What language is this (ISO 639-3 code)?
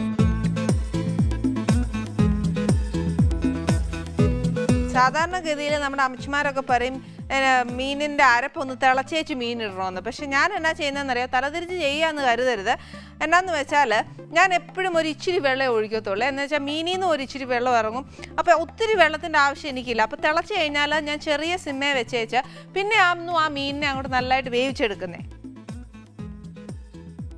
mal